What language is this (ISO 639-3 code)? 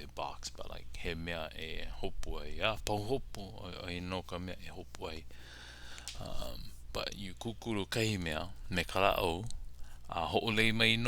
haw